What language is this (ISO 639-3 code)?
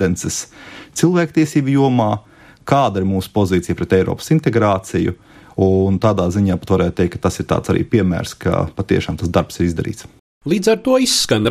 lav